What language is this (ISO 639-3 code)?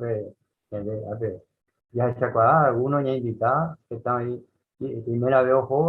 grn